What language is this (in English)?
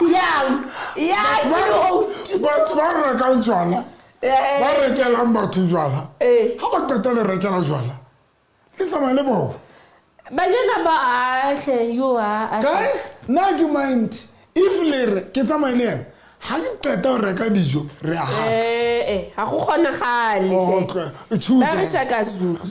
Southern Sotho